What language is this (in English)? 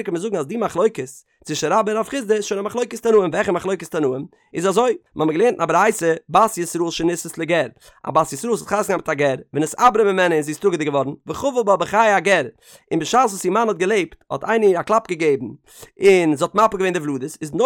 Yiddish